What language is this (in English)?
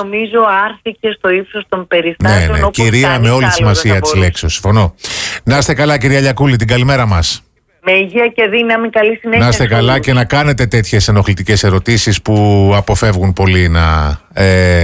Greek